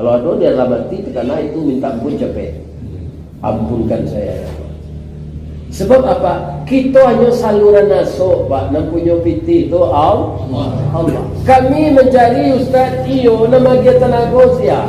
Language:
Minangkabau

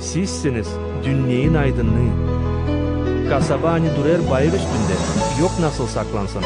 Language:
Gagauz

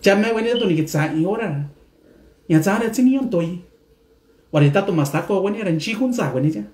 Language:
Mixtepec Mixtec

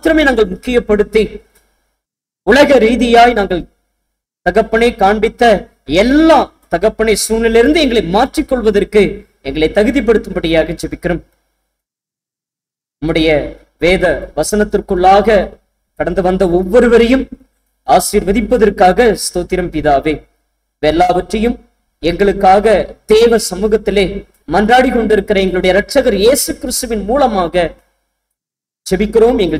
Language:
Tamil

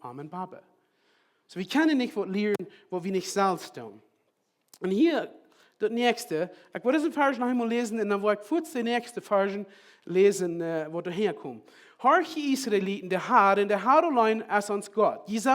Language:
Plautdietsch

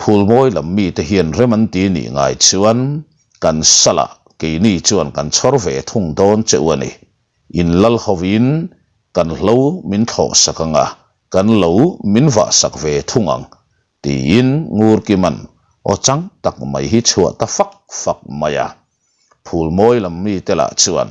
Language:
Mizo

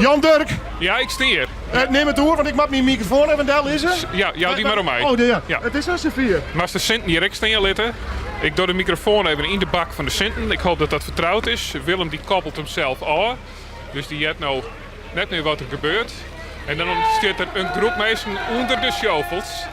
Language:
Western Frisian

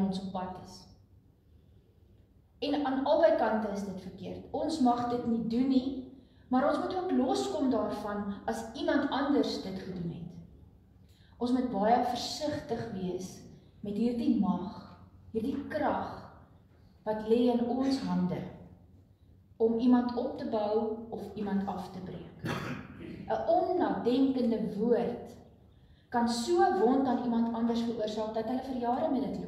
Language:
Afrikaans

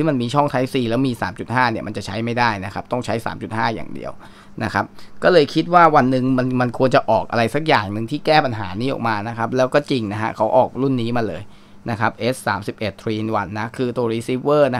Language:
Thai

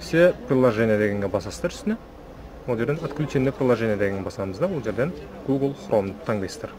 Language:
Kazakh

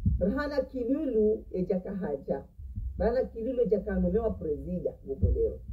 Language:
Ngazidja Comorian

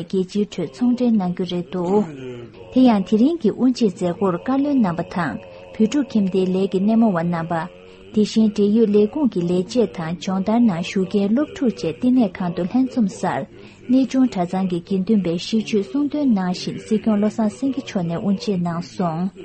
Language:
Tibetan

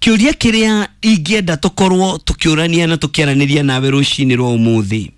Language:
Kikuyu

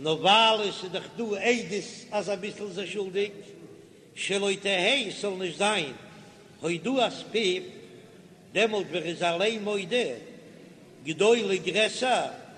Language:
Yiddish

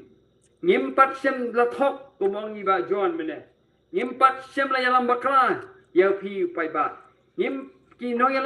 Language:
Khasi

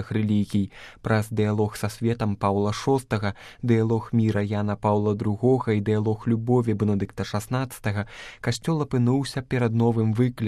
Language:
Belarusian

